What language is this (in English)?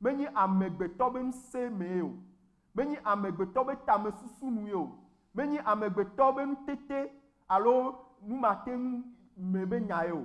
Ewe